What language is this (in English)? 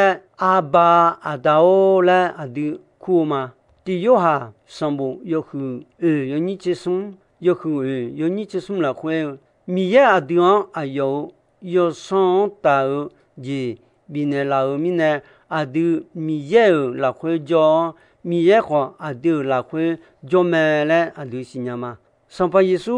Akha